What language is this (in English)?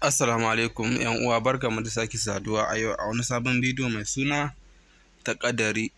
Hausa